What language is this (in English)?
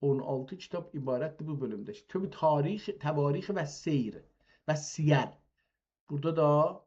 South Azerbaijani